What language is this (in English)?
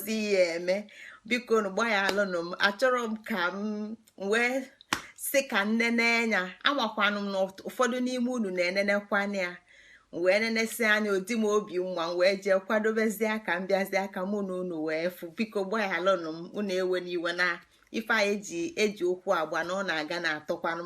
Igbo